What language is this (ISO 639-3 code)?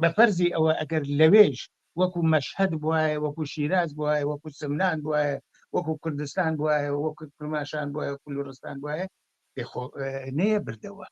ckb